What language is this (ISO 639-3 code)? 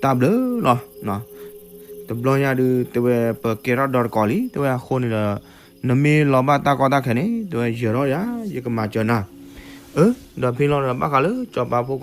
ksw